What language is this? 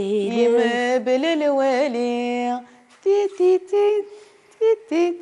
Kabyle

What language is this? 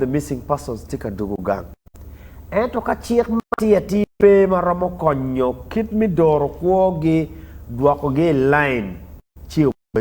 Acoli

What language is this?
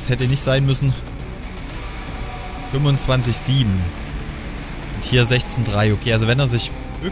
German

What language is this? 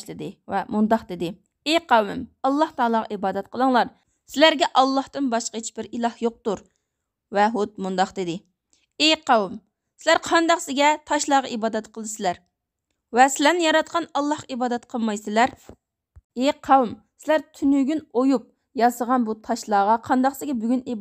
Uyghur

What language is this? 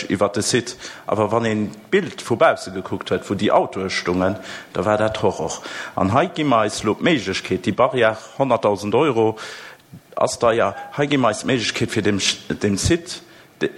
Luxembourgish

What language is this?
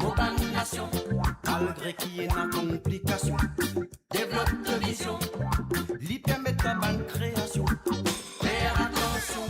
Morisyen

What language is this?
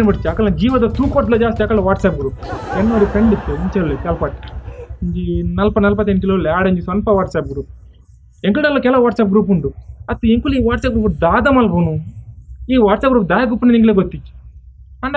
Tulu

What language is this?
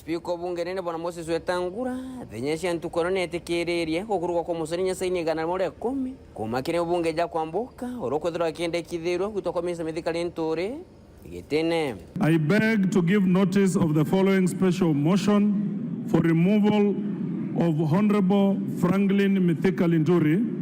Meru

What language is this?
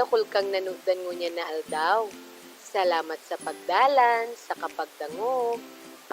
Bikol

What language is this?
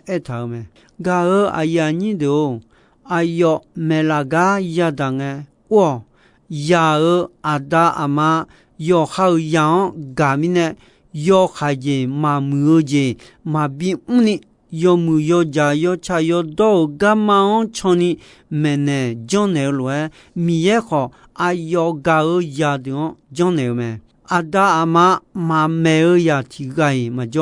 Akha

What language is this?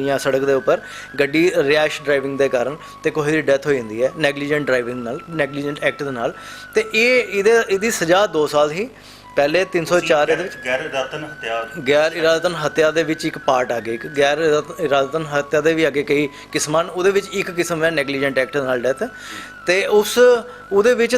Dogri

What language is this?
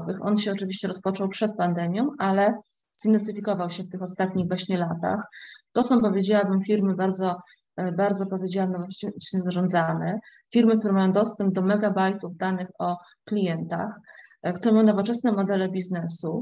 Polish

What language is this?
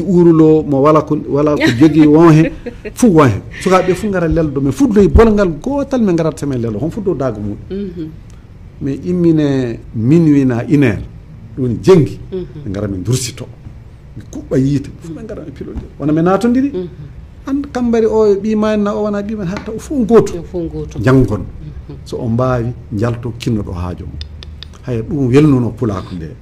Fula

